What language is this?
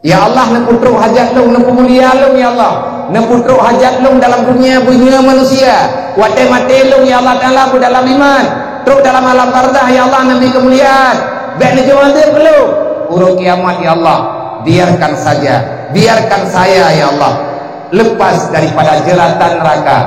Achinese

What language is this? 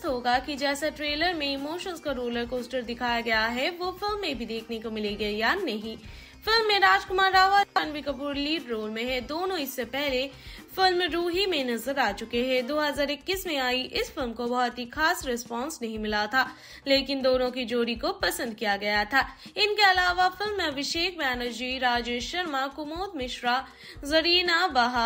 Hindi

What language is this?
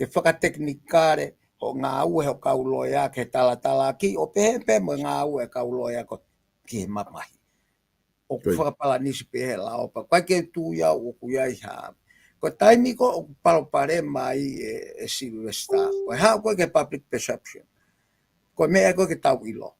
Tongan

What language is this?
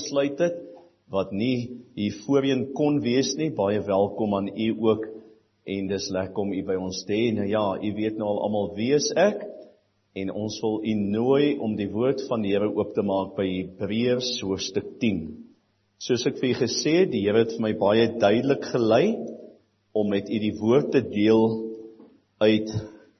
Afrikaans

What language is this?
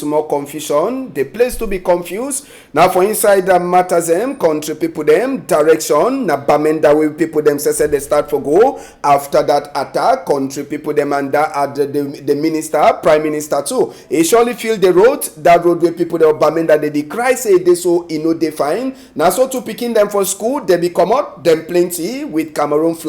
Cameroon Pidgin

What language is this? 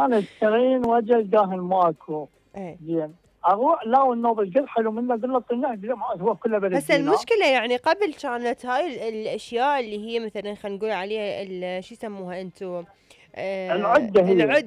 Mesopotamian Arabic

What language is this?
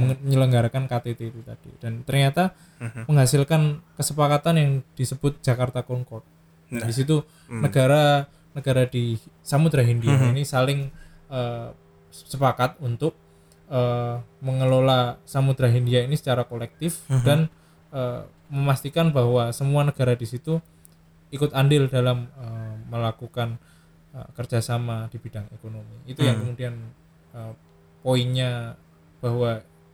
Indonesian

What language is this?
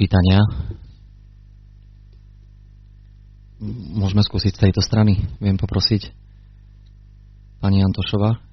Slovak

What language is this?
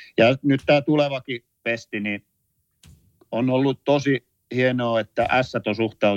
Finnish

